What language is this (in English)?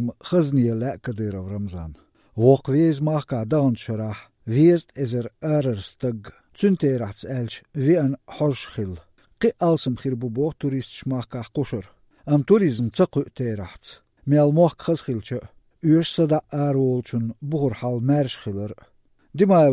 Chechen